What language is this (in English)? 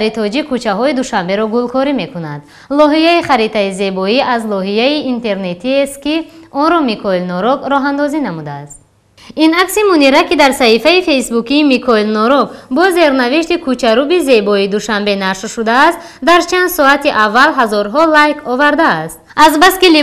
Tajik